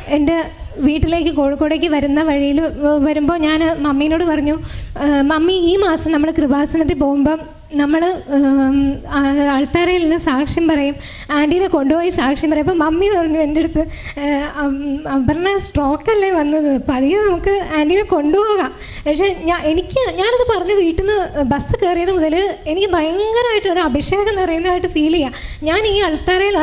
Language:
Malayalam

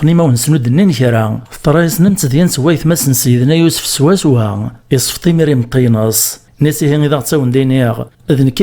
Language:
Kabyle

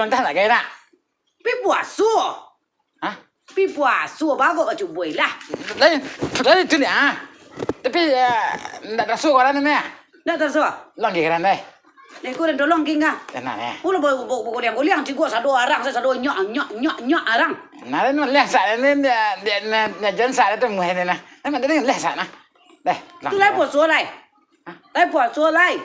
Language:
Minangkabau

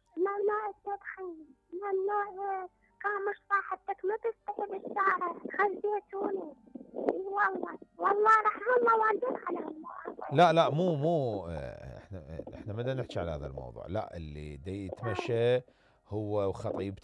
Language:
Mesopotamian Arabic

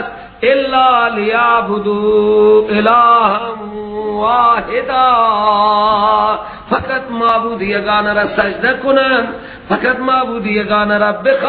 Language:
Persian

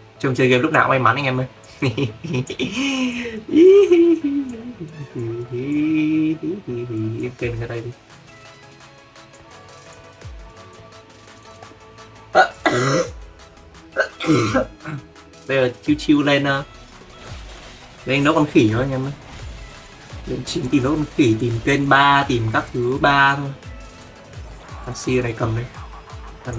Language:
Vietnamese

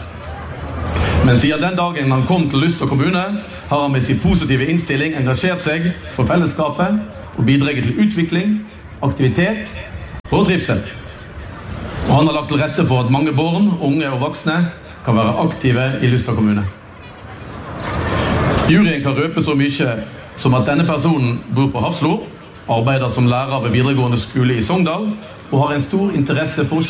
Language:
Norwegian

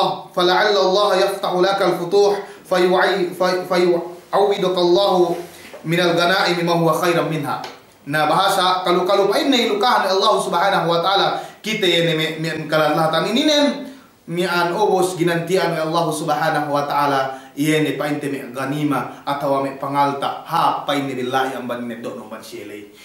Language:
Yakan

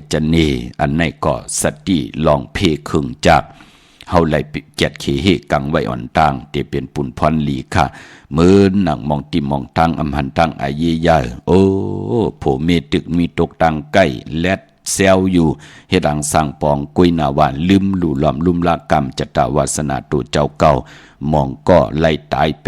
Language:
Shan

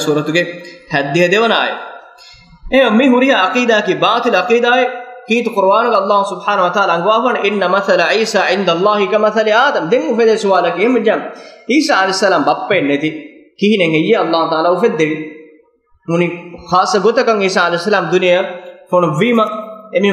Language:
Divehi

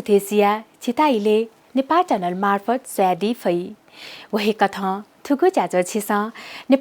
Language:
Newari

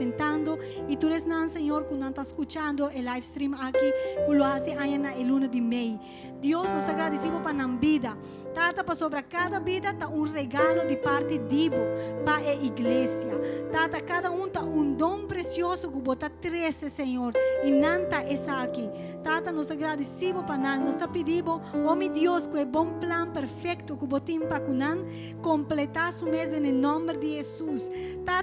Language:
Papiamento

